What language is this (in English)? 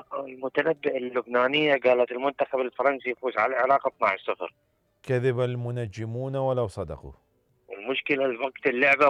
Mesopotamian Arabic